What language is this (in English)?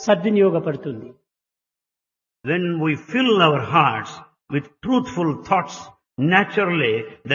Telugu